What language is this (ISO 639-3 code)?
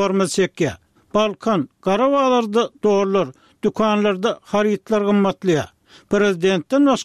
tuk